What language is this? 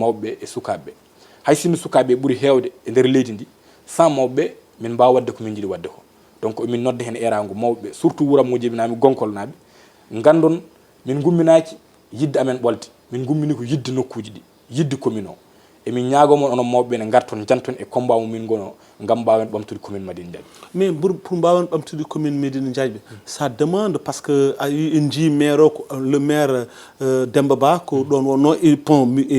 Fula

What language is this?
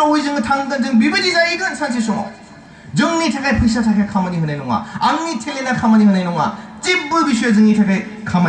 Bodo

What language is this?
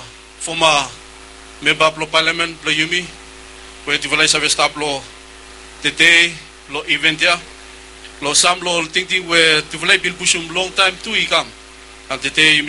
Bislama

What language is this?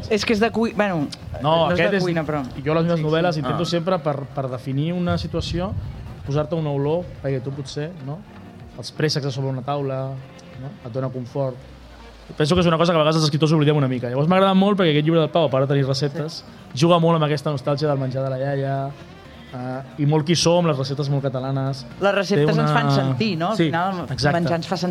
Catalan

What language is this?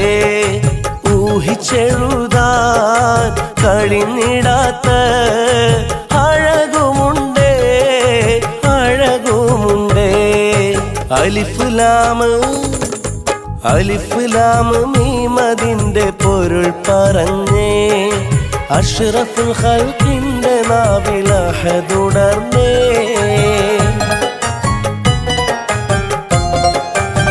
Malayalam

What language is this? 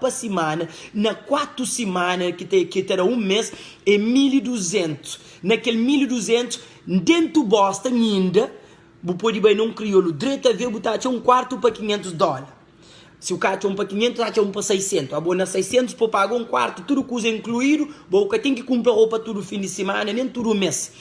Kabuverdianu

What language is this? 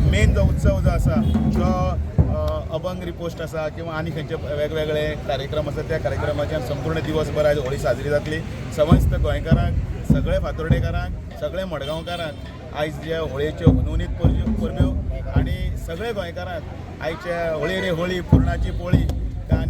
Konkani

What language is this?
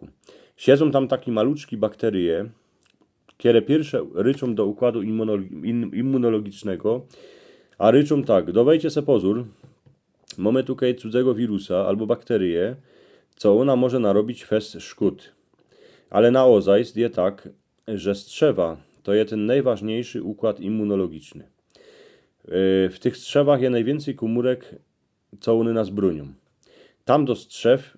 Silesian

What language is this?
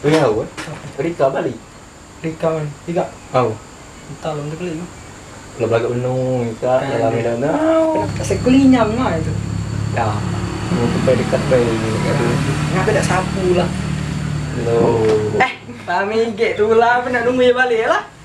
Musi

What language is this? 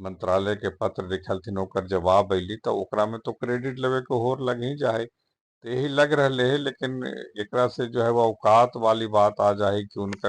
Magahi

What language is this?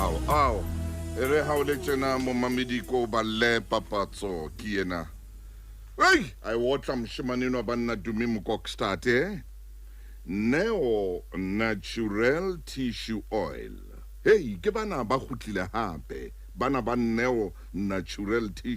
Southern Sotho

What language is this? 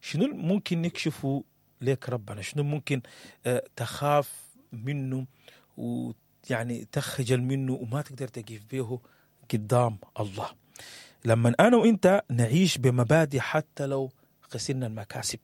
Sudanese Arabic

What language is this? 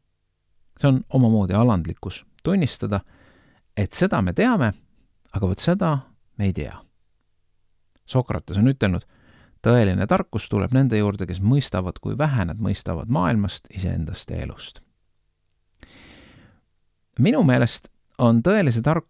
Estonian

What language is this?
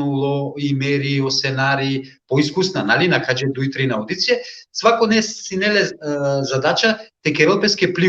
Balkan Romani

